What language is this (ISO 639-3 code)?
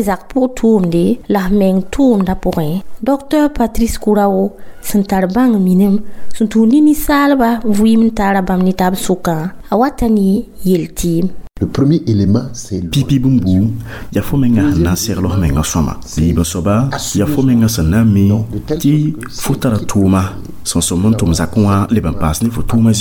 mos